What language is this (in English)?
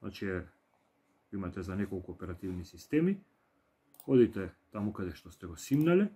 Macedonian